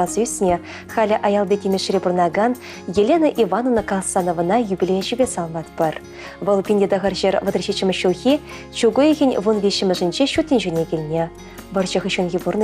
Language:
Chuvash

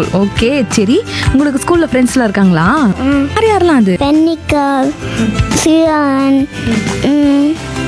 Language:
Tamil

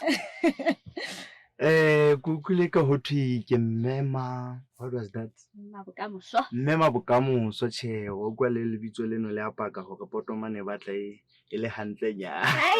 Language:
Southern Sotho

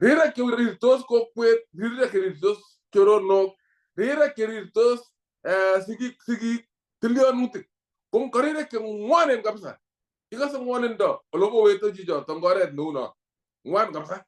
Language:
Kalenjin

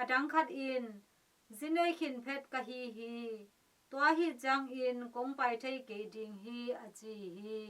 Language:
Tedim Chin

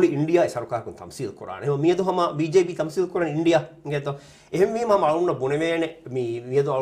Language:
Divehi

